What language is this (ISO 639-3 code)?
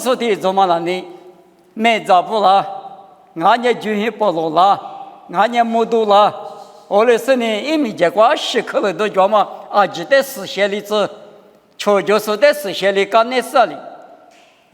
lis